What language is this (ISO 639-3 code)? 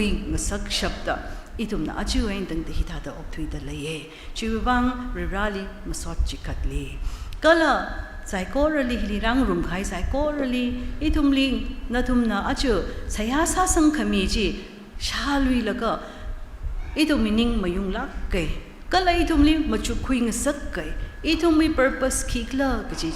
nmf